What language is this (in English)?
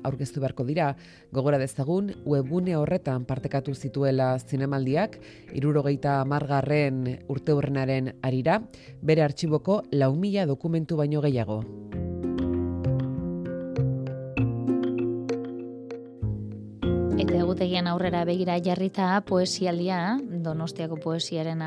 Basque